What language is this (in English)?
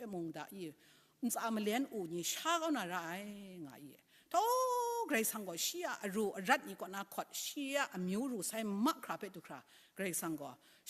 Kachin